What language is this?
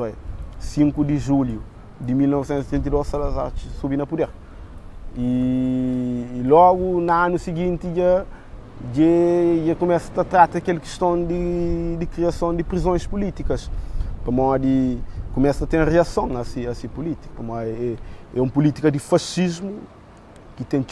Kabuverdianu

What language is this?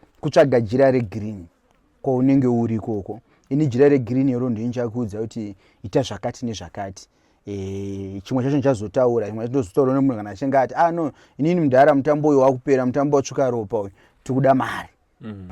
Shona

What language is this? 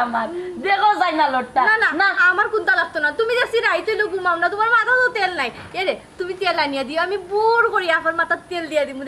Sylheti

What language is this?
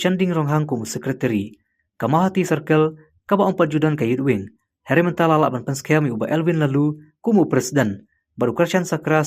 Khasi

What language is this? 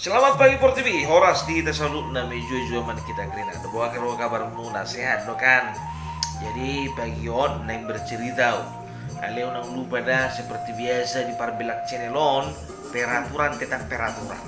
Batak Toba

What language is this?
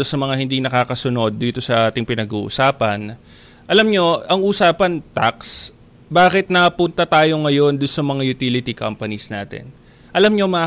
Filipino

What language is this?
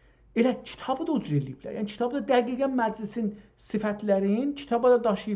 South Azerbaijani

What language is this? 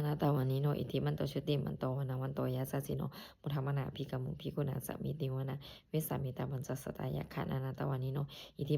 Pali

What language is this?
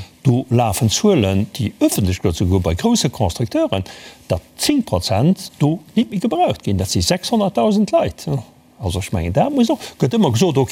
Luxembourgish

